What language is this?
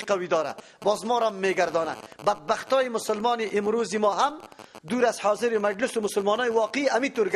Persian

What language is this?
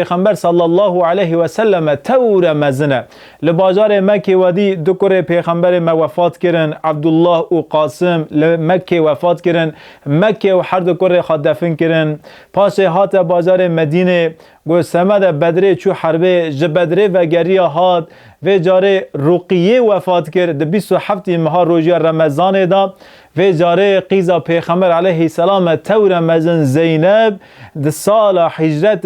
Kurdish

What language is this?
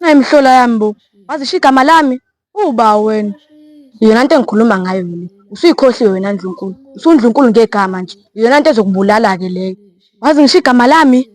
Zulu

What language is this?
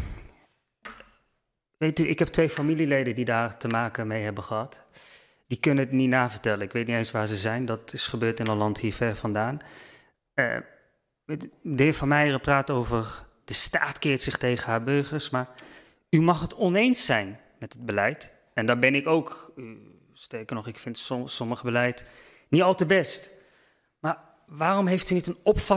Dutch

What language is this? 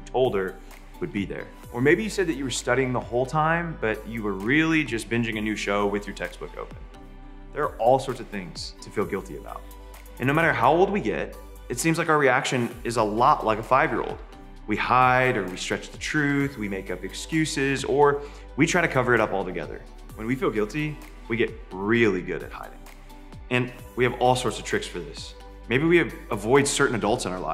English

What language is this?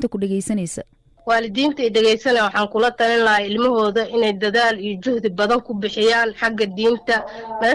Somali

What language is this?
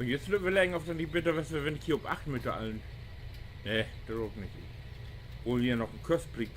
Low German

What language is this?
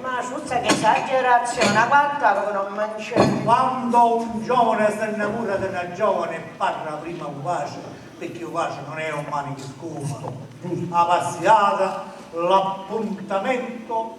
Sicilian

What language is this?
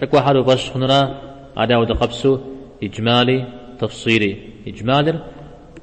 Kabardian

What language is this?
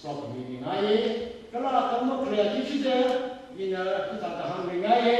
Tangkhul Naga (India)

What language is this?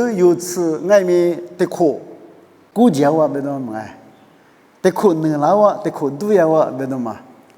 Lisu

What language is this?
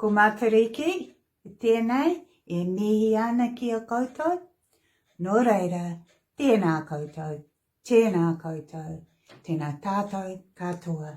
Māori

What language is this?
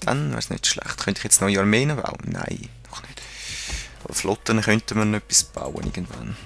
Swiss German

